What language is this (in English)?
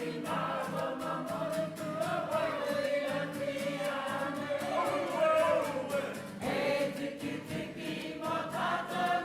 Māori